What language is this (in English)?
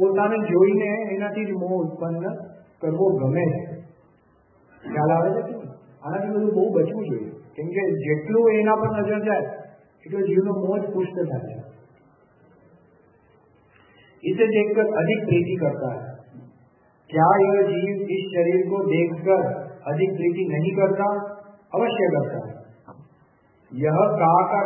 Gujarati